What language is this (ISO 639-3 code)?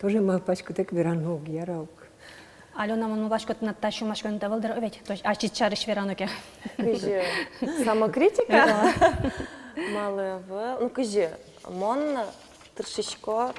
udm